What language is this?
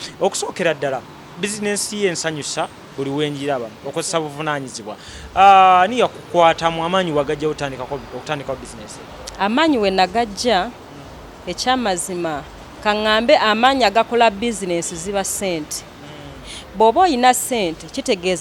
Ganda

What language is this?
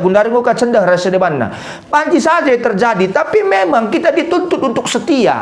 Batak Karo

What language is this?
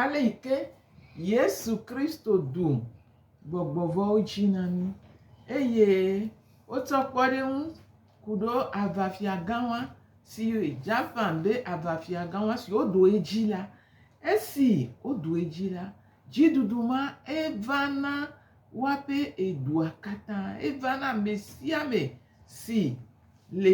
Gen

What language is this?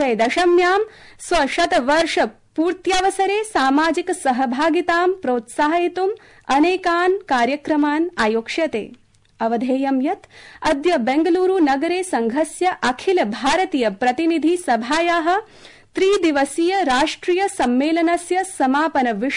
Sanskrit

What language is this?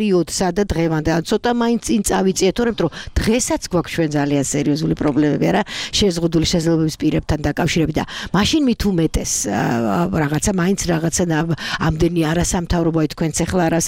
Georgian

